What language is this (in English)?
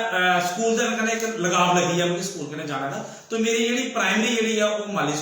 Dogri